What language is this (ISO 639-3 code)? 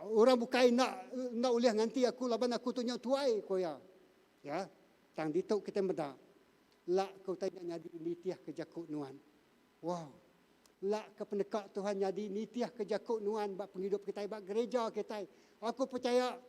iba